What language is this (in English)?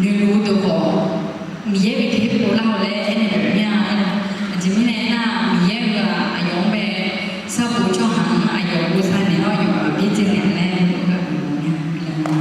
Akha